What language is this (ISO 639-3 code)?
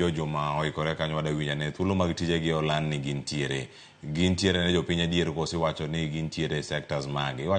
luo